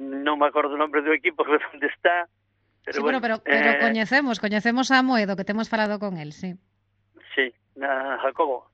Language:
Galician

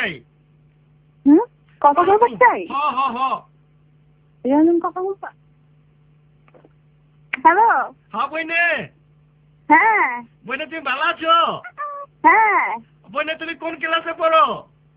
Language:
Bangla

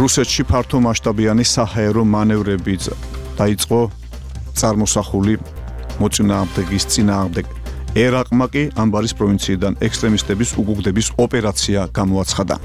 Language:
Georgian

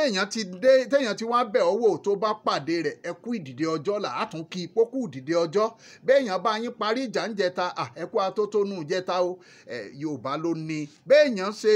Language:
Yoruba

